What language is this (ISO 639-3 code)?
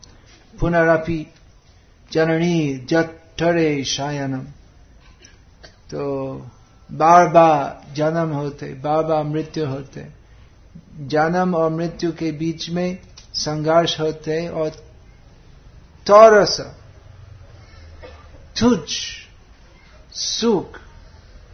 hin